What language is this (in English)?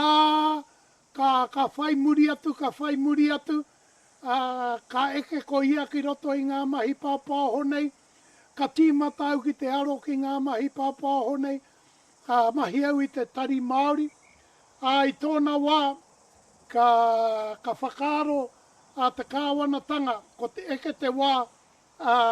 Māori